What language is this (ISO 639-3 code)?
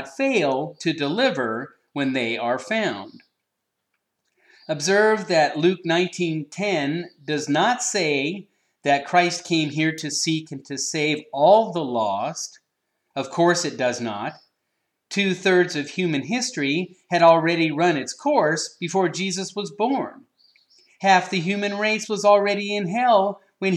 eng